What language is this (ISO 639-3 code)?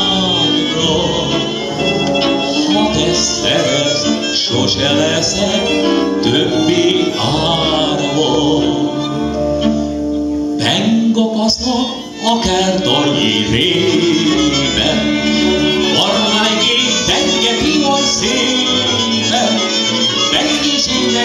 hun